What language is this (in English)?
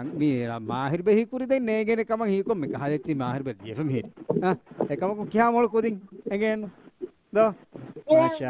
Divehi